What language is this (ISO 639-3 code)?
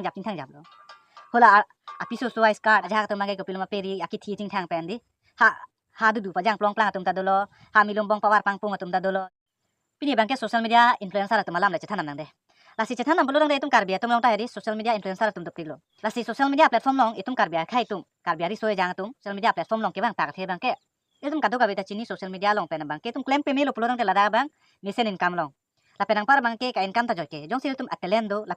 mjw